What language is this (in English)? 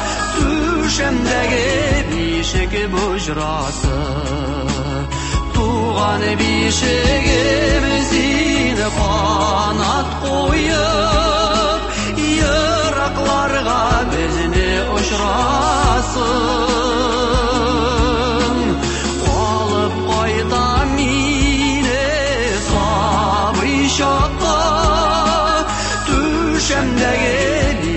Tatar